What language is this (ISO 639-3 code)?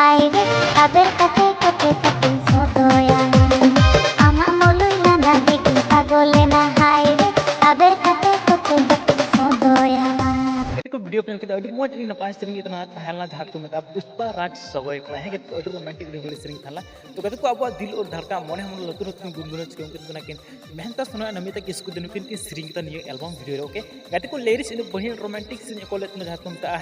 sat